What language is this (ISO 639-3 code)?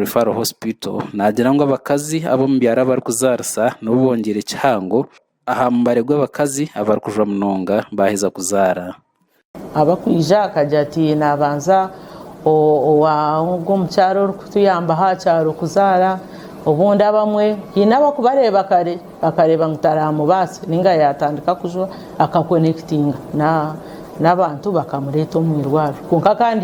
nyn